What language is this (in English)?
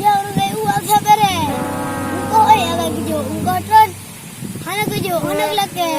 Achinese